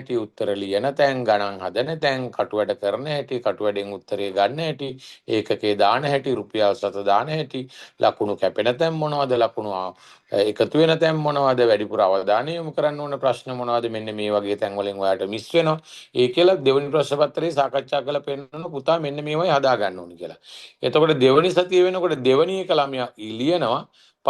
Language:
Sinhala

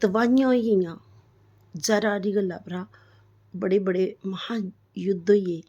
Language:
Dogri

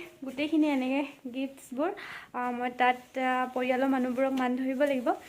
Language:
Assamese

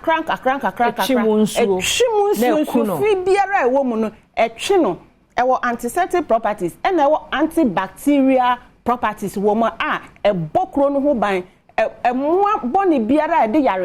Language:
Akan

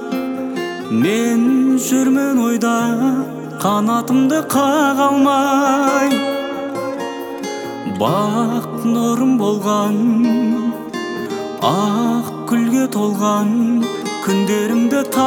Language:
Kazakh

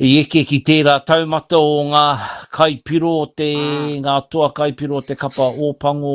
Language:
Māori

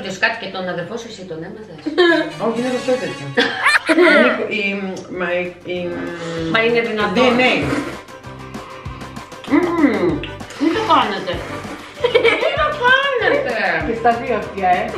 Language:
Greek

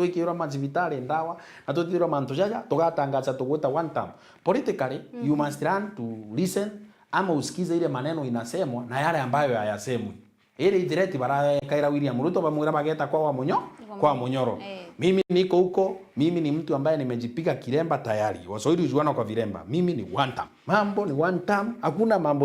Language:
Meru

